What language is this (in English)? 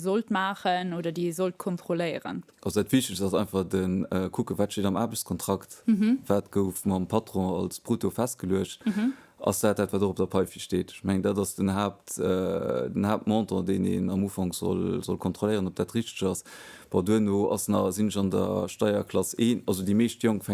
Luxembourgish